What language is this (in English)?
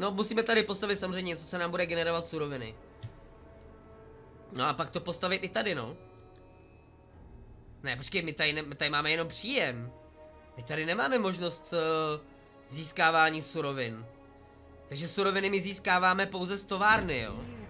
Czech